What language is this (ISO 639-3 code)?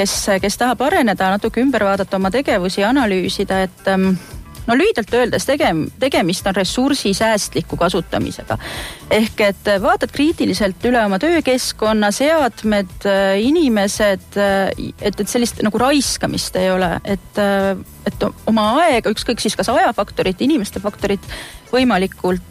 est